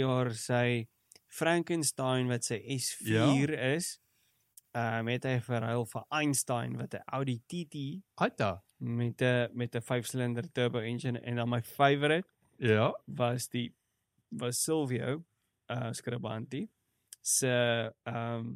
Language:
Afrikaans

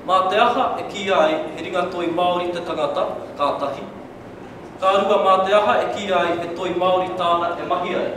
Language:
Māori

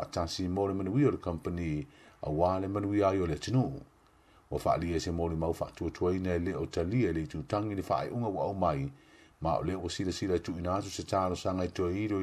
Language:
Samoan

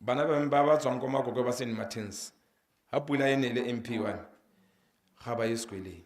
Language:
Tswana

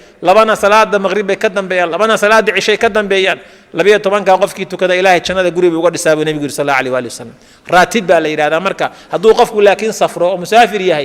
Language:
Somali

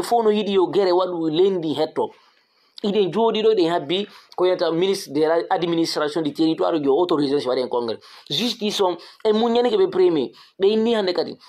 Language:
Fula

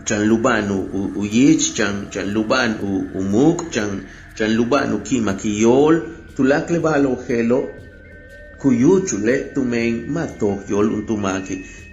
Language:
Yucateco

